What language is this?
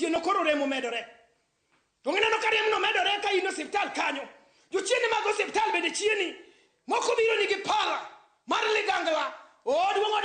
Luo (Kenya and Tanzania)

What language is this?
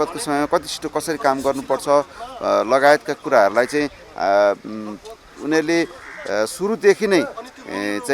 Nepali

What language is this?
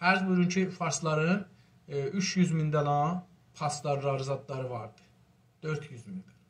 South Azerbaijani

